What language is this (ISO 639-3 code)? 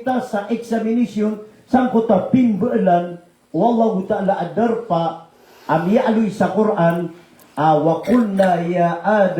mrw